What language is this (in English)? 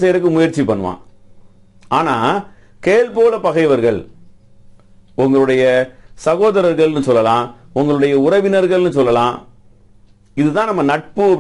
Tamil